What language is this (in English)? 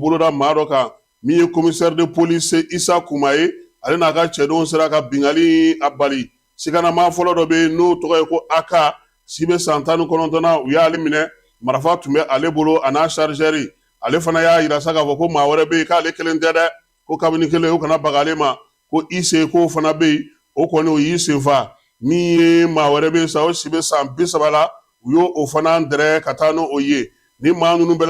Bambara